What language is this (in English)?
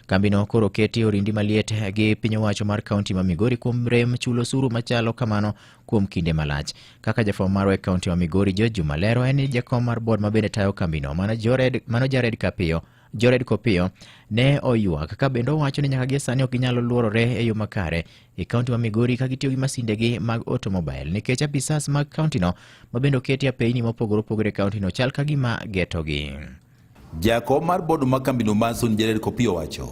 Luo (Kenya and Tanzania)